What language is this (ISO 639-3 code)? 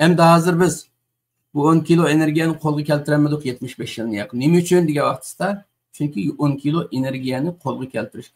uig